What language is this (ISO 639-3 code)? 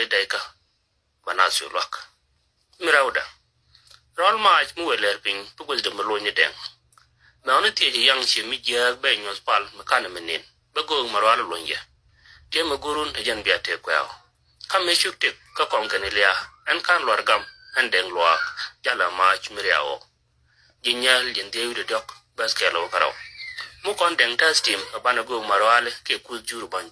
nus